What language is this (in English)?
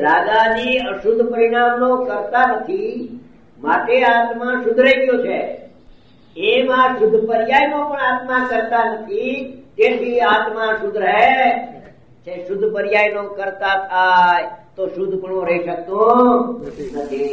Gujarati